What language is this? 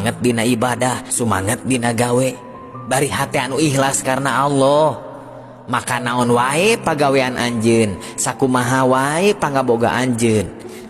Sundanese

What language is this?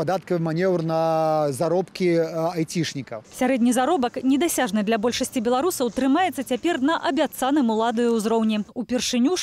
Belarusian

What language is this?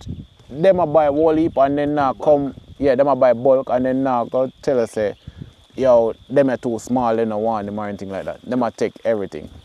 Jamaican Creole English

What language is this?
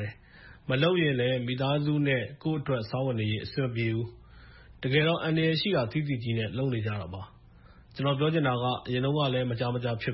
Burmese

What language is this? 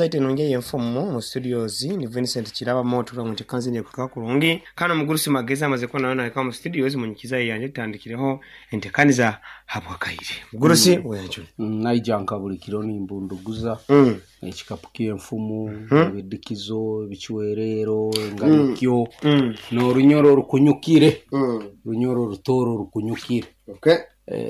Nyoro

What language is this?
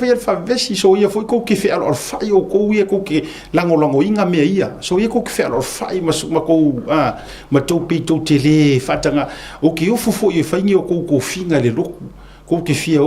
Samoan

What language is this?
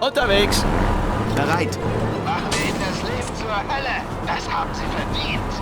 Bavarian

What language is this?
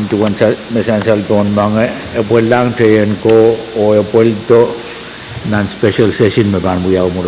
Pohnpeian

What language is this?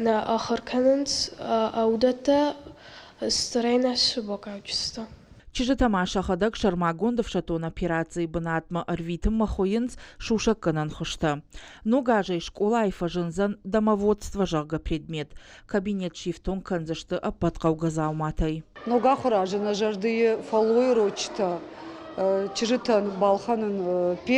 Ossetic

